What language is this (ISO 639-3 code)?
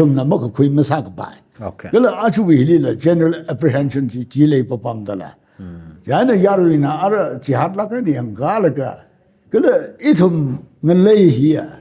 nmf